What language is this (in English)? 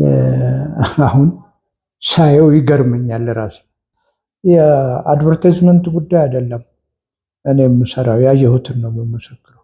Amharic